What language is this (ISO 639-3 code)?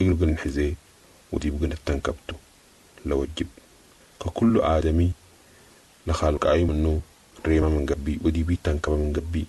apd